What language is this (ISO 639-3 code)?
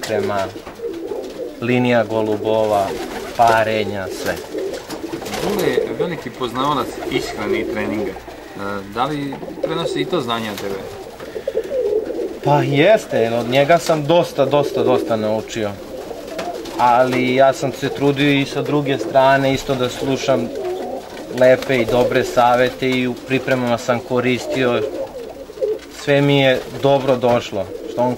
srp